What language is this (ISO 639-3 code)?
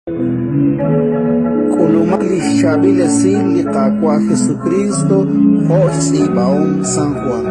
kek